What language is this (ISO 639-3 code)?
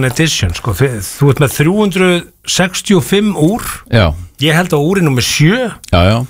isl